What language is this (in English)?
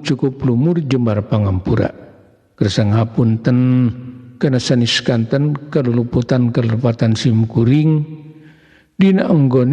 Sundanese